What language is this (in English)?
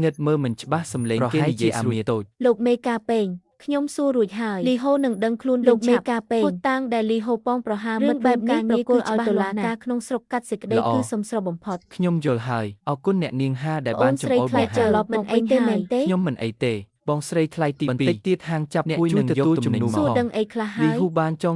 Khmer